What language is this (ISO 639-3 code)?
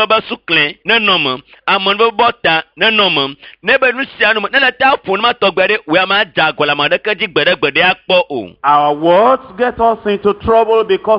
ewe